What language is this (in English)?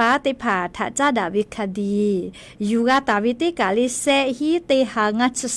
Lahu